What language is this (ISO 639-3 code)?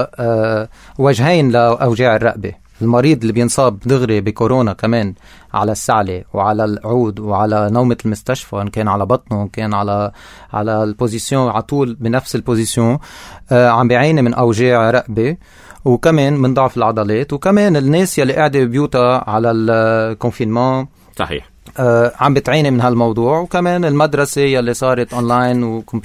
apc